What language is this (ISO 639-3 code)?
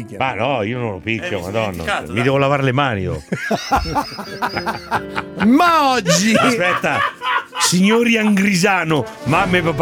ita